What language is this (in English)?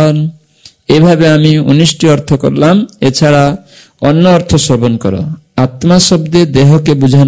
Bangla